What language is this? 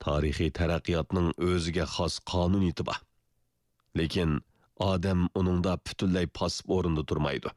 Uyghur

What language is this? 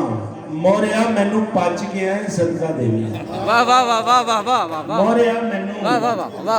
Saraiki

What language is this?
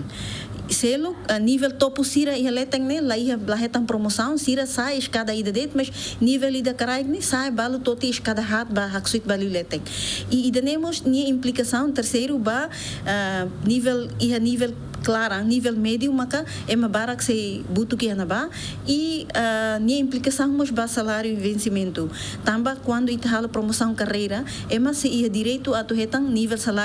Tetum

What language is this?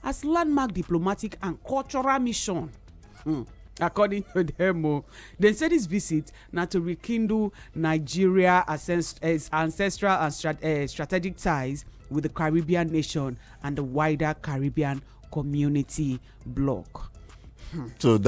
Nigerian Pidgin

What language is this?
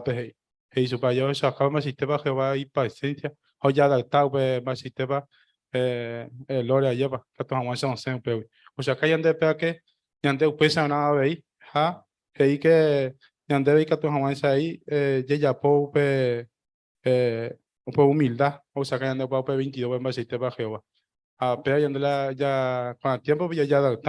Guarani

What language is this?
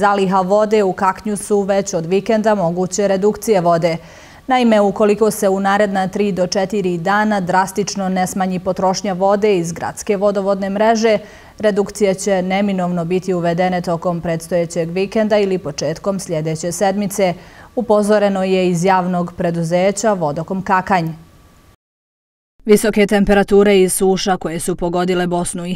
Bosnian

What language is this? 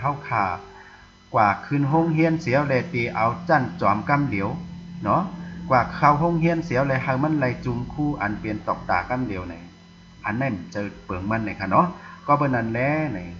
Shan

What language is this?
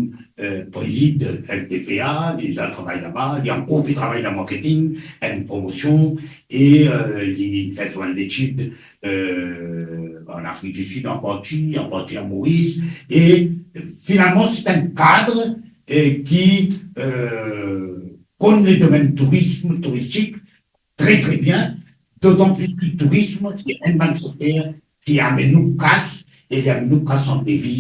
Morisyen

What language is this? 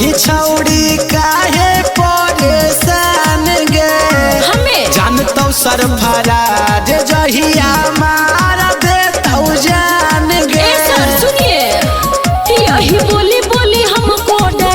Magahi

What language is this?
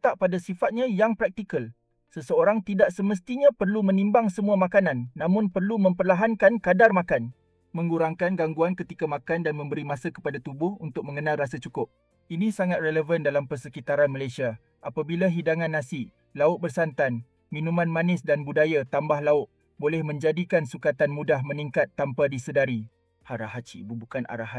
Malay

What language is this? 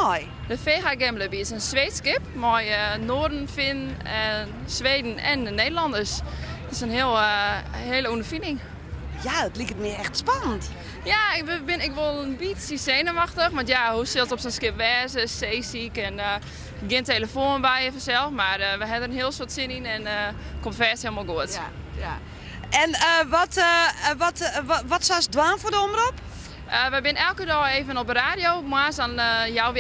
Western Frisian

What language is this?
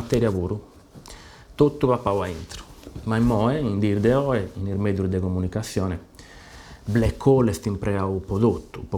Sardinian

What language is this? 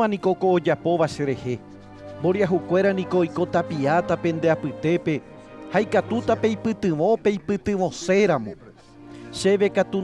Guarani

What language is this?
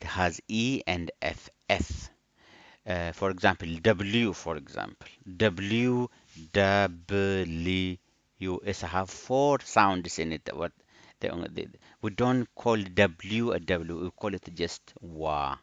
English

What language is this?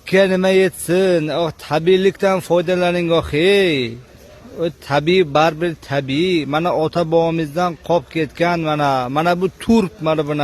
Uzbek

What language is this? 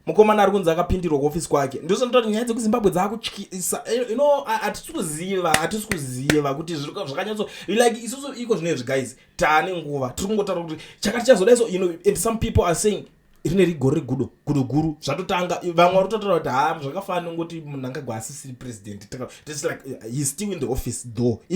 Shona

